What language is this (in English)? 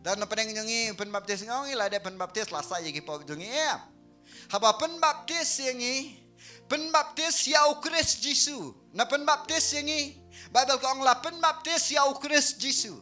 Khasi